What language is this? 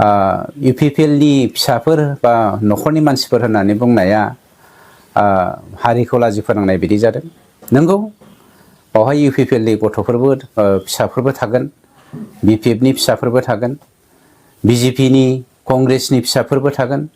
Bodo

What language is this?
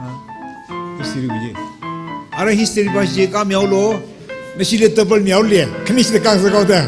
Tangkhul Naga (India)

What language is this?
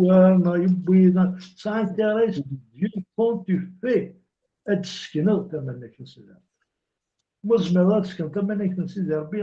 Kabyle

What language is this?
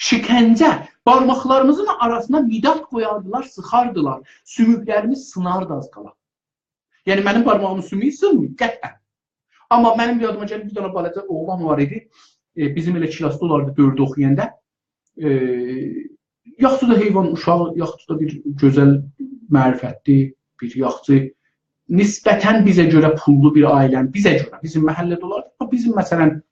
South Azerbaijani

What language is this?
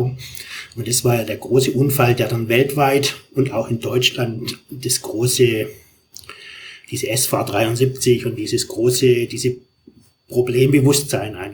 German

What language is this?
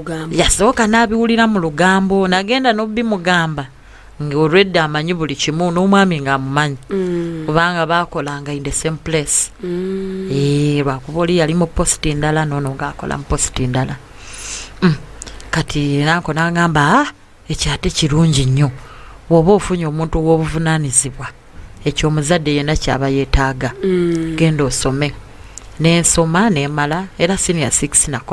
Ganda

